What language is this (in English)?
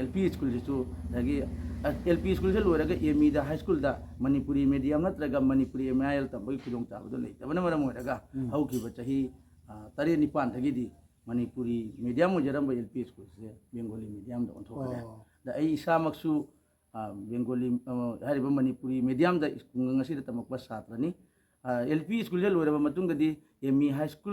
Manipuri